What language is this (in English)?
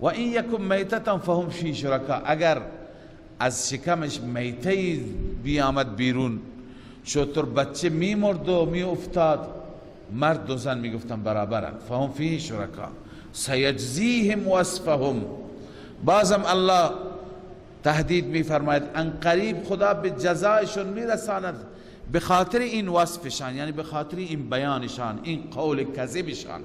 Persian